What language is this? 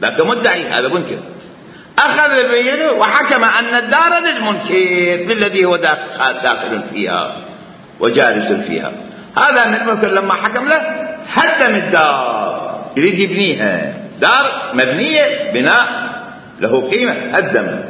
Mesopotamian Arabic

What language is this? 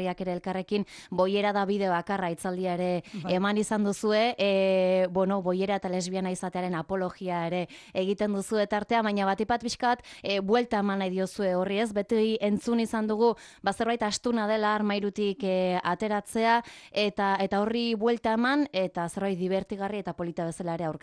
Basque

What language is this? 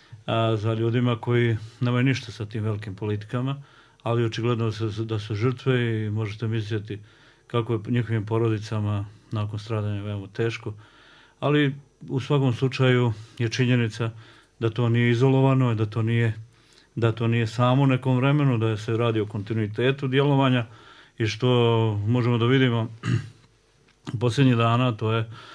Bosnian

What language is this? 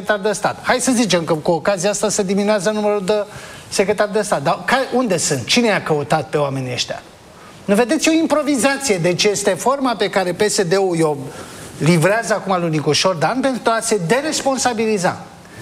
Romanian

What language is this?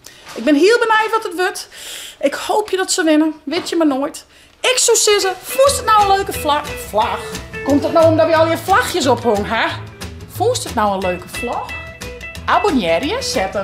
Western Frisian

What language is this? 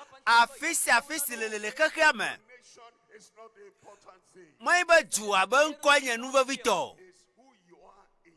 Ewe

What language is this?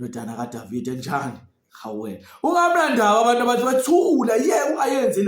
Zulu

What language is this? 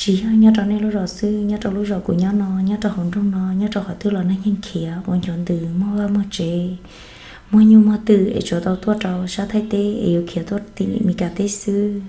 Hmong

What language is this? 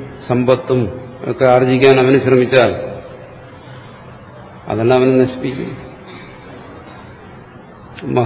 Malayalam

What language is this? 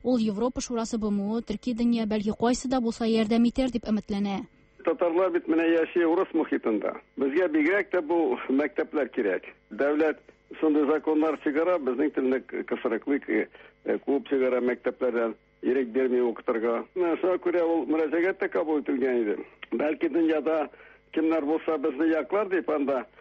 Tatar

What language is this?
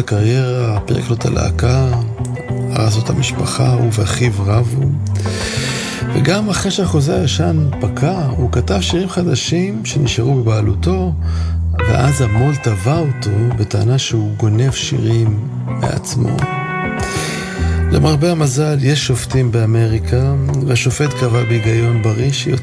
Hebrew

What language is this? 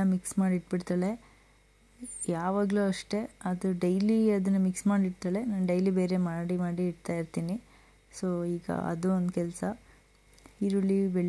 Kannada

